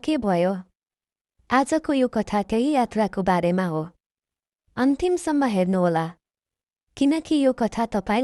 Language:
Nepali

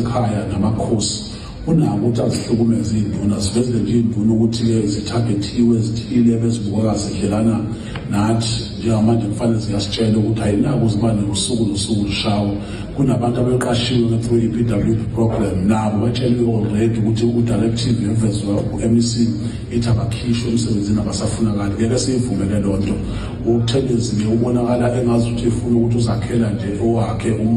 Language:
Zulu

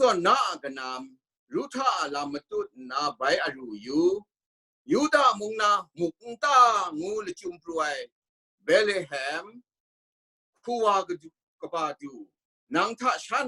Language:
Kachin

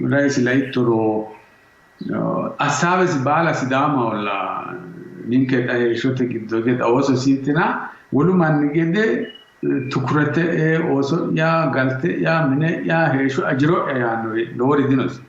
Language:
Sidamo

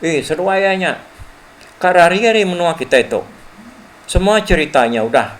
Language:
Iban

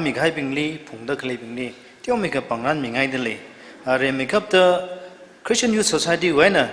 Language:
Tangkhul Naga (India)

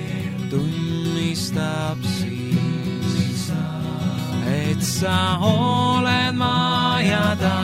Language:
Estonian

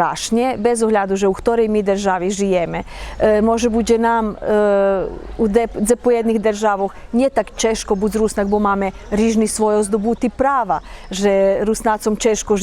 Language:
Rusyn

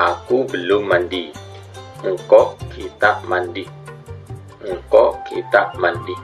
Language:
Madurese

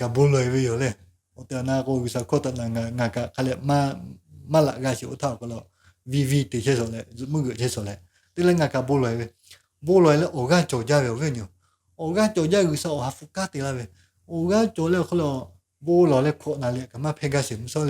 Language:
Lahu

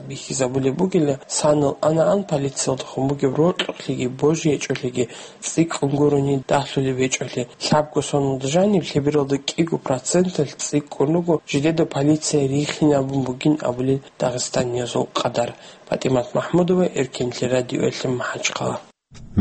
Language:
Avaric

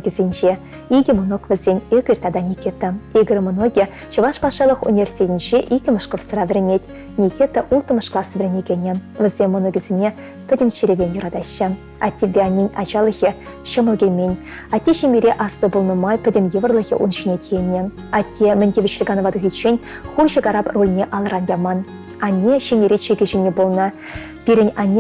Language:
Chuvash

